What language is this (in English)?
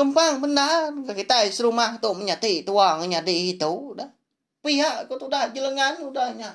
Iban